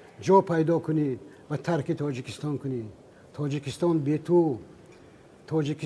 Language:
Tajik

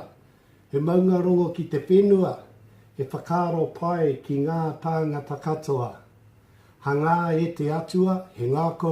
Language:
Māori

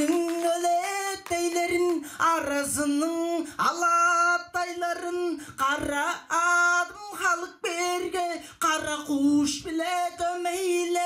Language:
Tuvinian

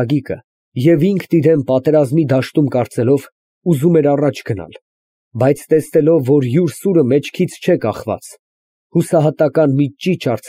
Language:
Armenian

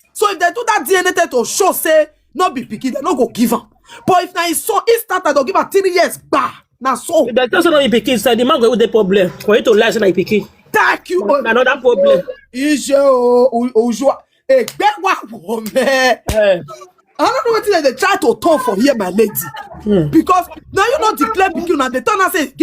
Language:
Nigerian Pidgin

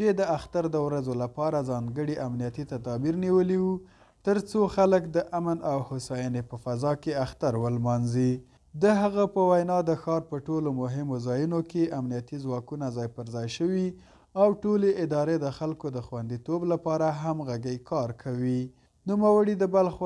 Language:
Pashto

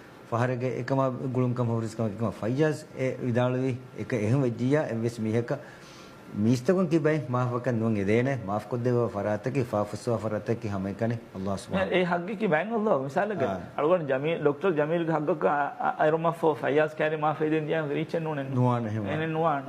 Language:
Divehi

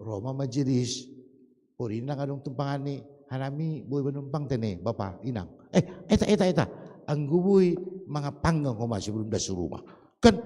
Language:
Batak Simalungun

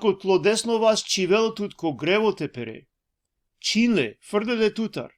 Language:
Balkan Romani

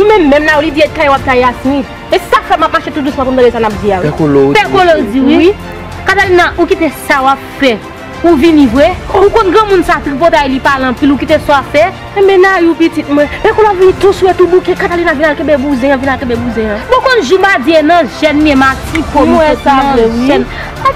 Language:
Haitian Creole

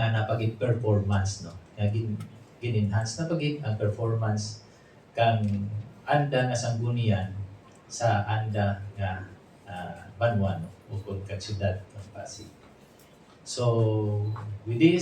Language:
Hiligaynon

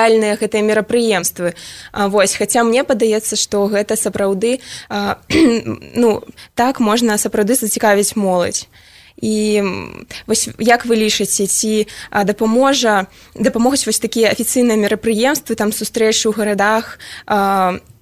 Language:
Belarusian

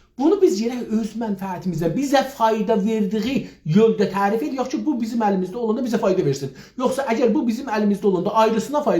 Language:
South Azerbaijani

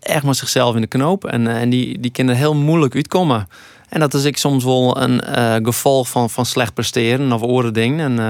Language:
Western Frisian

